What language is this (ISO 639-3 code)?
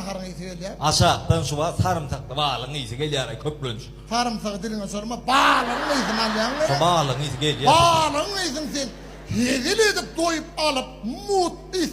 tuk